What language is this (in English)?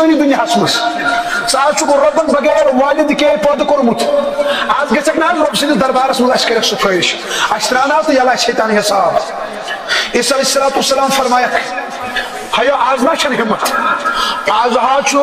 Kashmiri